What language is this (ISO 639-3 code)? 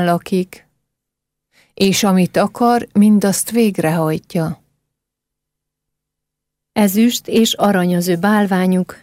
hun